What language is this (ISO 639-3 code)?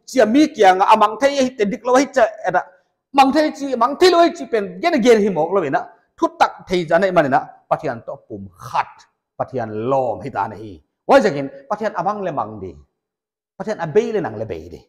pck